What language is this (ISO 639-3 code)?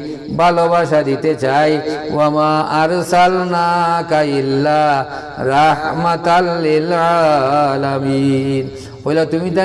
syl